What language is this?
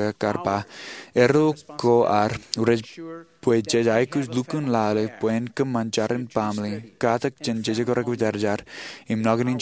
Marshallese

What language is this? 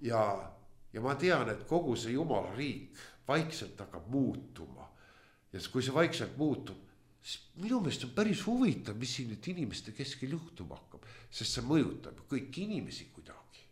Estonian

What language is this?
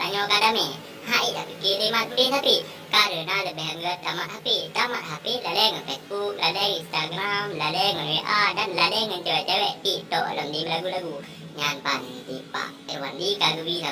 Achinese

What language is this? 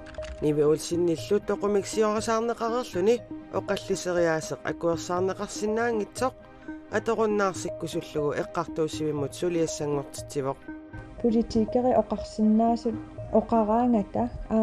Kalaallisut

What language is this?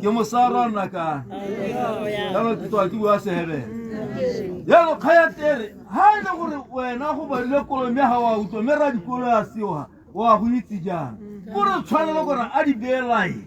Tswana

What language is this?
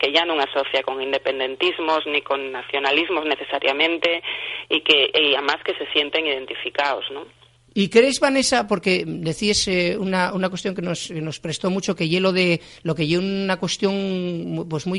Asturian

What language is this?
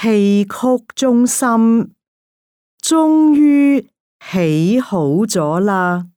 Cantonese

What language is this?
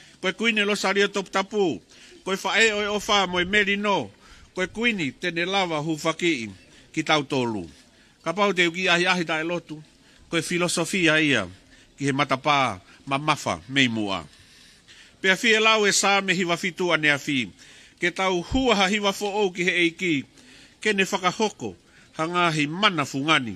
Tongan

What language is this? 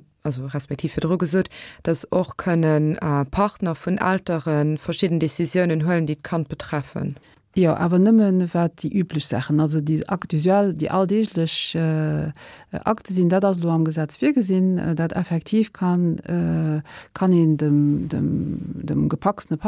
Luxembourgish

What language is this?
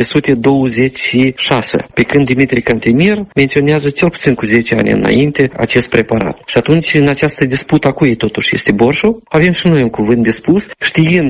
Romanian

